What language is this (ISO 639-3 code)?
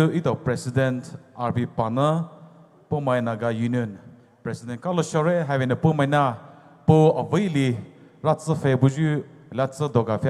pmx